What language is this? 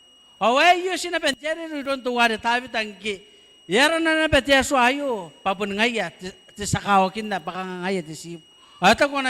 Gilbertese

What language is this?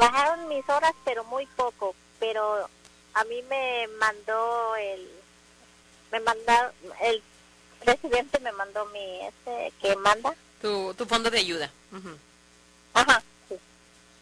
Spanish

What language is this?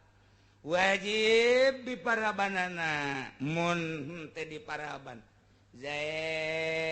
Sundanese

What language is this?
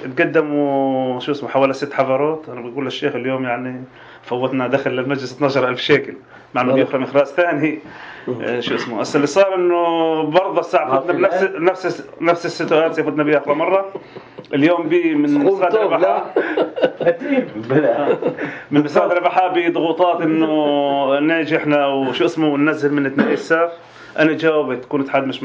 North Levantine Arabic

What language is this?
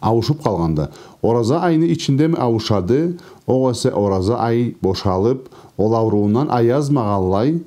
Karachay-Balkar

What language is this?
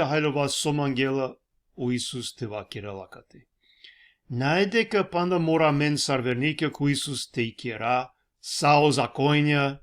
Balkan Romani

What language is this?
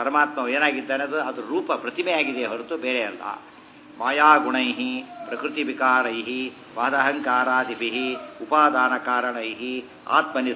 Kannada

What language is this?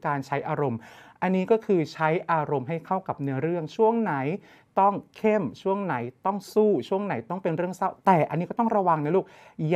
Thai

